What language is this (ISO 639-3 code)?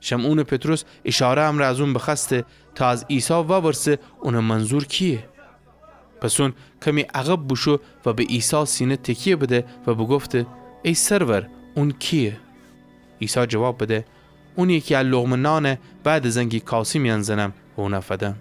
glk